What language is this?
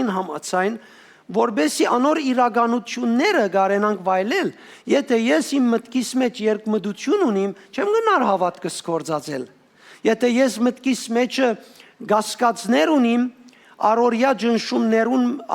Western Armenian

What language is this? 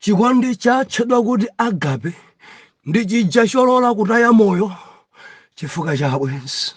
Nyanja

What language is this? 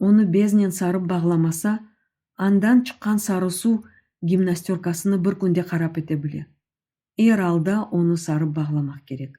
Crimean Tatar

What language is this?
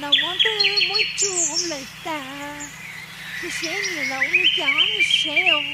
Hmong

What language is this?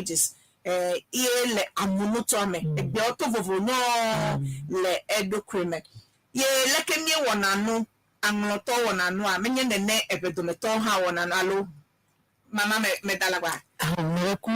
Ewe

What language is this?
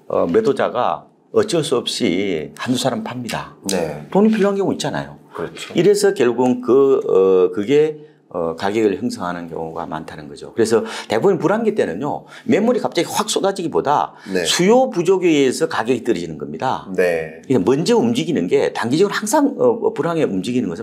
Korean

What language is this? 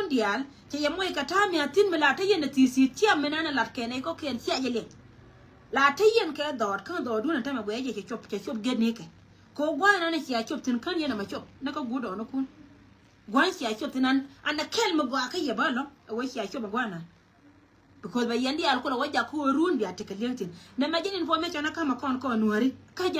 Nuer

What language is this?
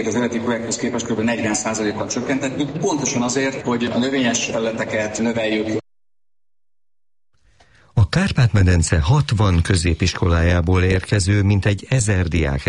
Hungarian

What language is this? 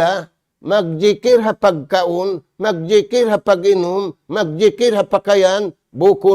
Tausug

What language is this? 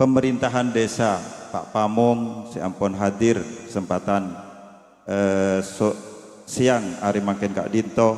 Madurese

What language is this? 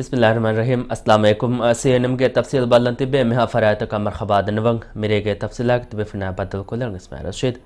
Divehi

